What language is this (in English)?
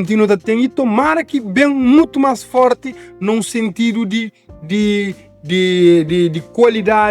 Kabuverdianu